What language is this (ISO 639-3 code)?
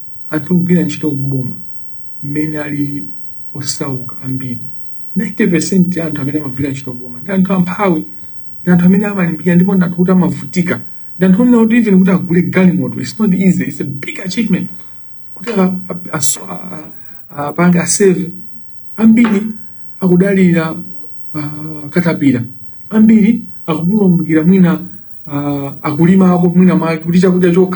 nya